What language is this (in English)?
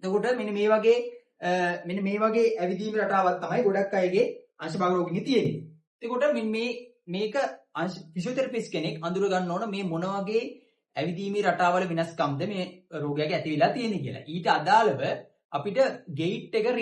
Sinhala